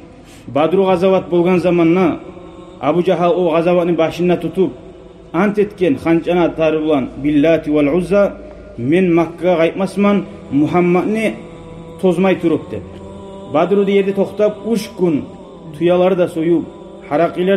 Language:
Kumyk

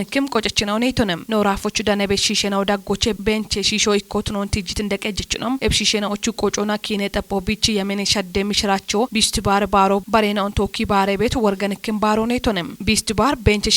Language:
Kafa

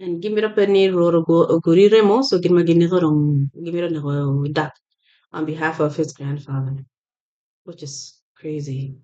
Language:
Acoli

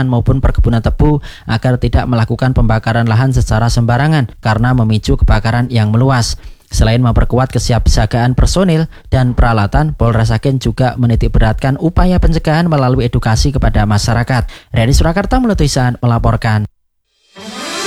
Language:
Indonesian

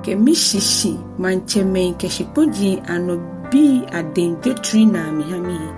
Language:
Ga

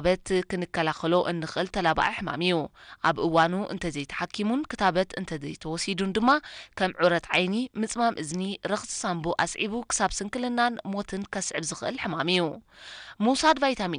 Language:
Tigrinya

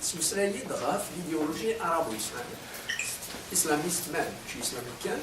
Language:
Kabyle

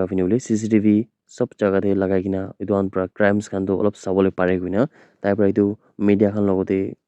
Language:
Naga Pidgin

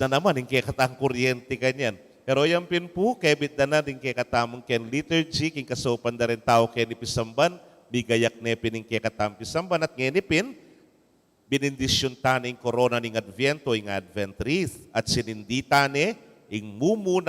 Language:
Pampanga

